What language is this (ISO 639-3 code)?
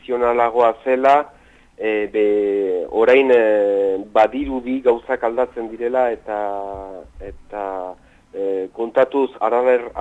eus